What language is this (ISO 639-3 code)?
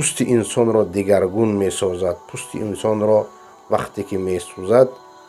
fas